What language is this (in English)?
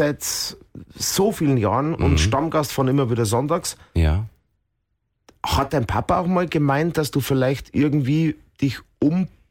German